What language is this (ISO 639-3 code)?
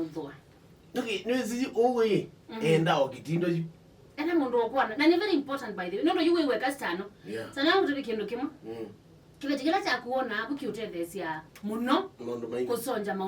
kam